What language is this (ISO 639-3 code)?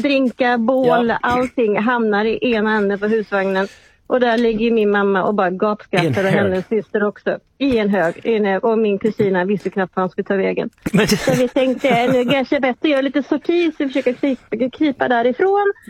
swe